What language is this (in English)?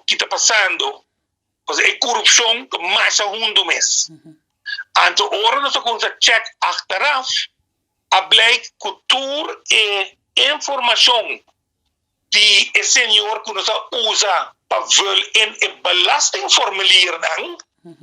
Papiamento